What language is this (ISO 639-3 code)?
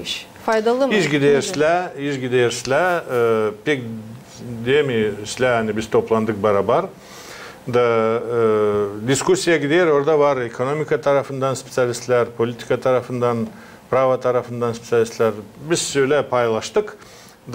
gag